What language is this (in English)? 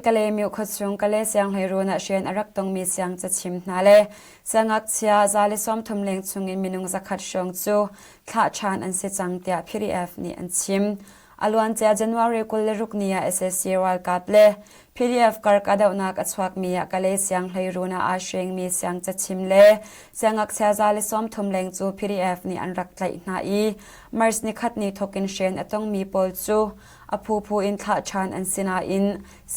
Hakha Chin